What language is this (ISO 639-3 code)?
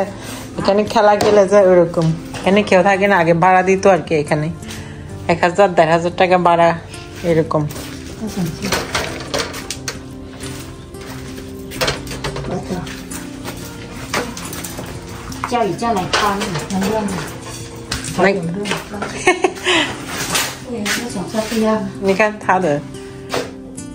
ben